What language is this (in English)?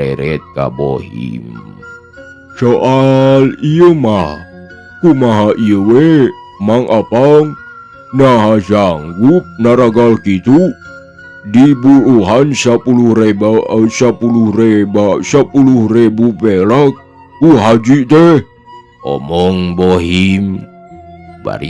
Sundanese